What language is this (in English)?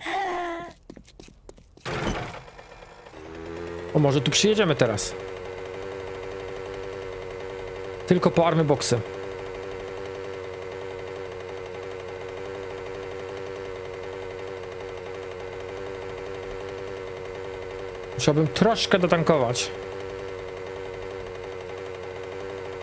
Polish